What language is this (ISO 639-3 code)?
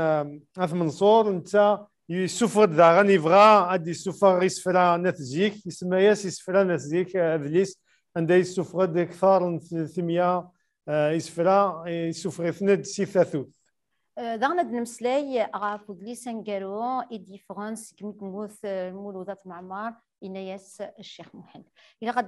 kab